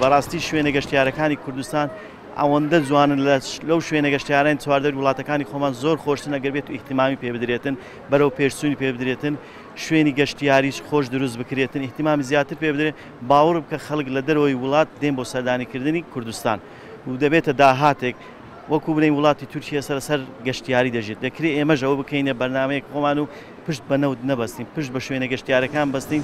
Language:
Central Kurdish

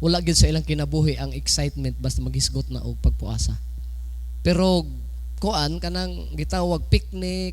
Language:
Cebuano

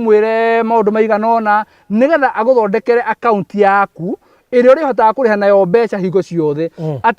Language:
Kikuyu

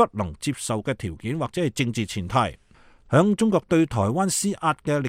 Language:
Cantonese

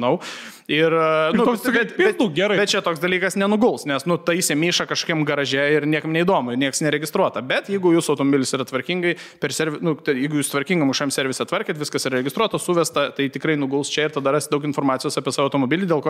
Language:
Lithuanian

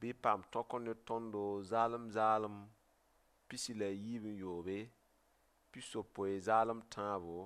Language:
Mossi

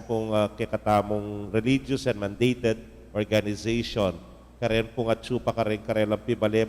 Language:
Pampanga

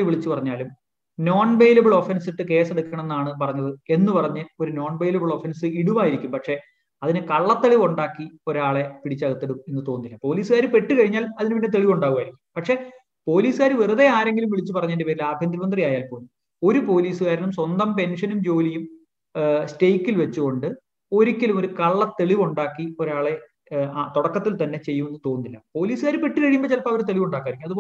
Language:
Malayalam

